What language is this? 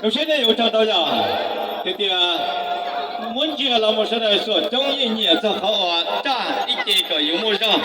Hmong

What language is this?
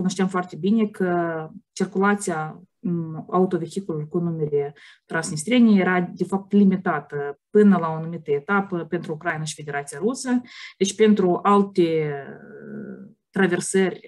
Romanian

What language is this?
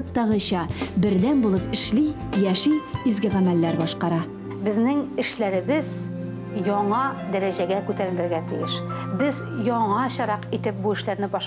Tatar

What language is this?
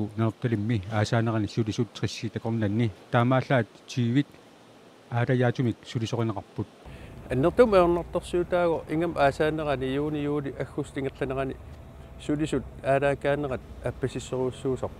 Kalaallisut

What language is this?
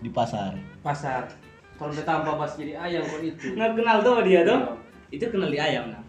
Manado Malay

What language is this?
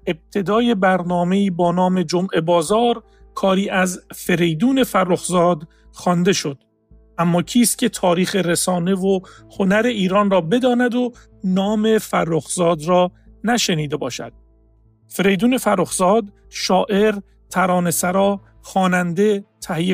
Persian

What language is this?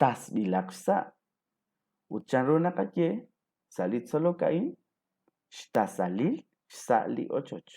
Kekchí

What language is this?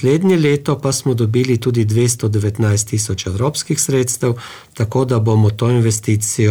Slovenian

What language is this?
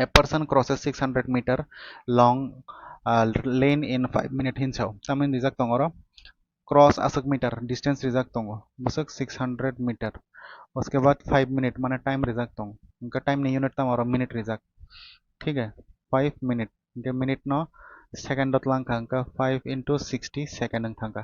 Kok Borok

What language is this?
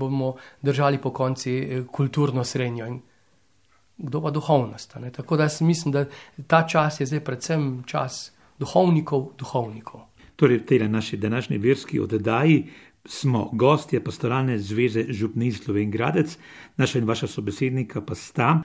Slovenian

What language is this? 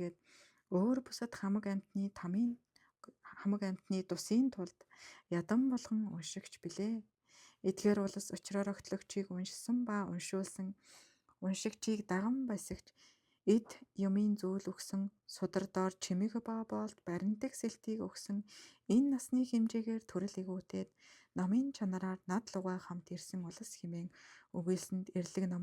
Mongolian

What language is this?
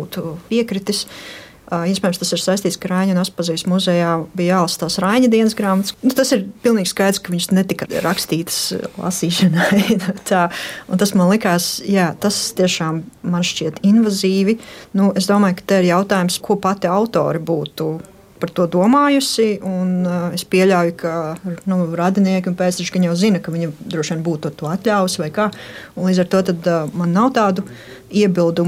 Latvian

